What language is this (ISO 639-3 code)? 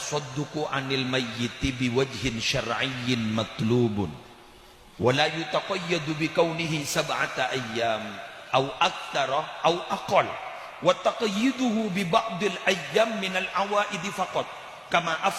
mad